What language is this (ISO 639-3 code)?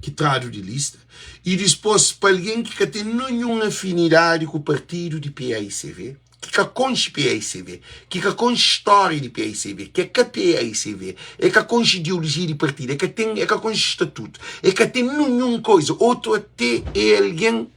kea